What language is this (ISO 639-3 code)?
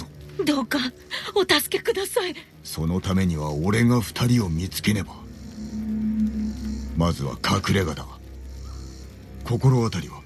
jpn